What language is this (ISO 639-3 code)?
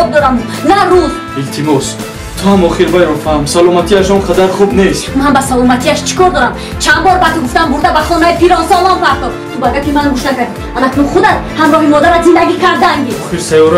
tgk